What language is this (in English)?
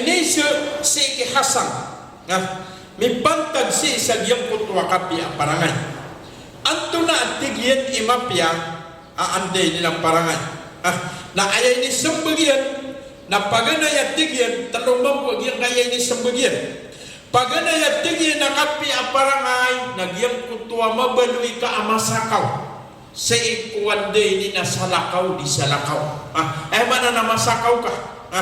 Maranao